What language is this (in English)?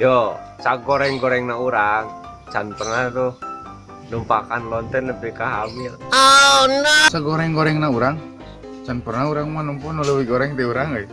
Sundanese